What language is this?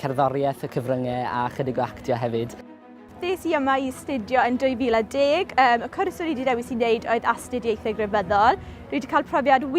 Welsh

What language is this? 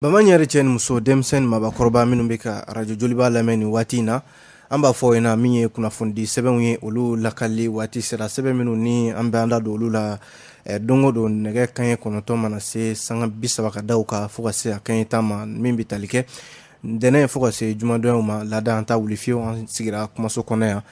Bambara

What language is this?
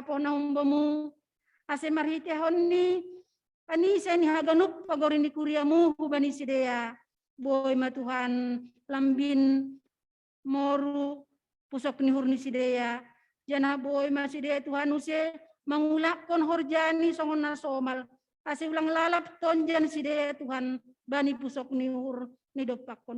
Batak Simalungun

